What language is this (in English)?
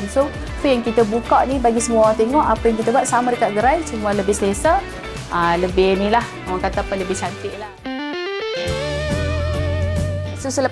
Malay